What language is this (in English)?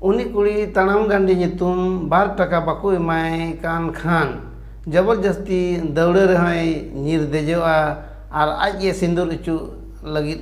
Santali